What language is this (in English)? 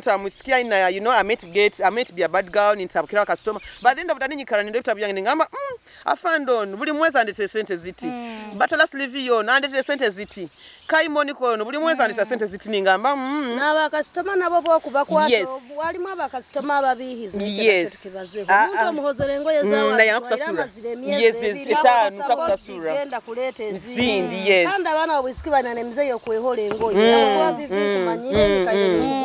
Nyoro